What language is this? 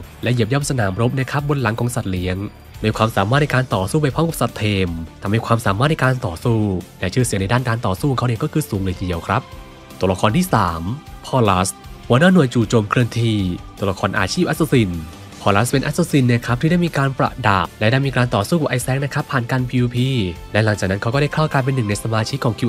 Thai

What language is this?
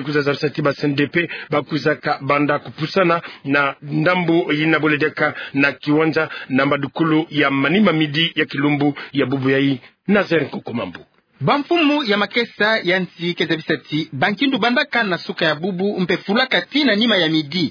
Kituba (Democratic Republic of Congo)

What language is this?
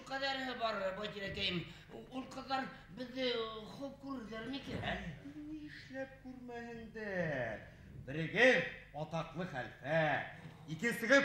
Bashkir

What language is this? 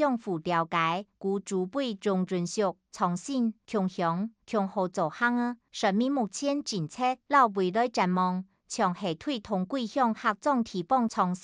Hakka Chinese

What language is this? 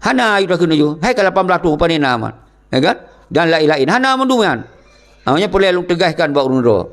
Achinese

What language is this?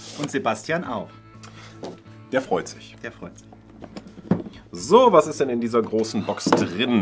German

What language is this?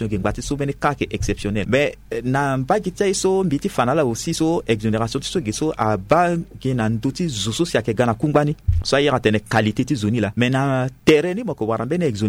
Sango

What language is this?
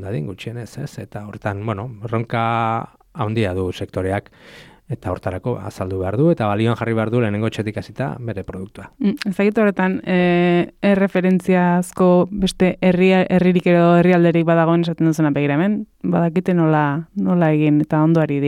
Basque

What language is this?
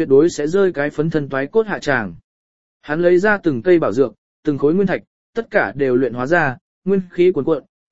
Vietnamese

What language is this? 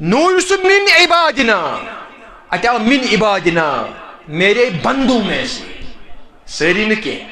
Kashmiri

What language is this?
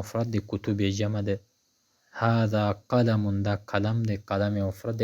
Pashto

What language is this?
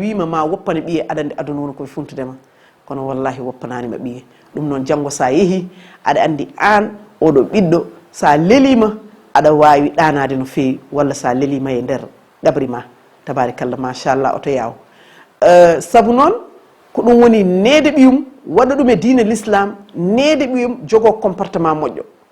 Fula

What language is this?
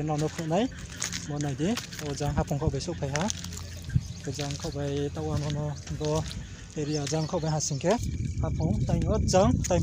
Riang (India)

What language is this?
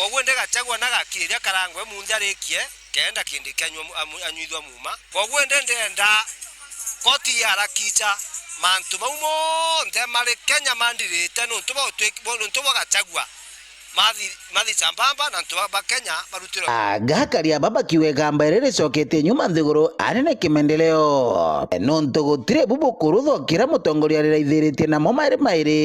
Meru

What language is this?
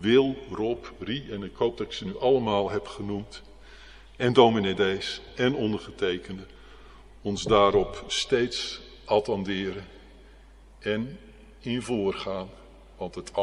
Dutch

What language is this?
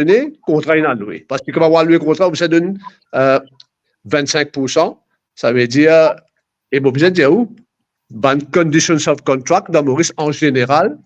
Morisyen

